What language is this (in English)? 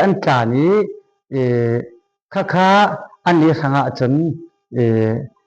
Falam Chin